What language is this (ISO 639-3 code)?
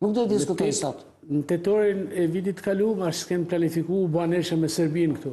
sqi